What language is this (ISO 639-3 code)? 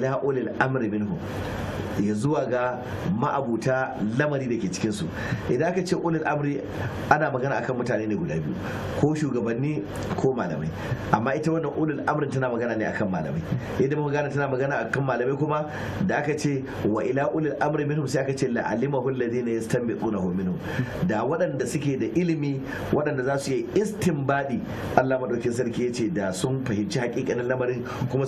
hau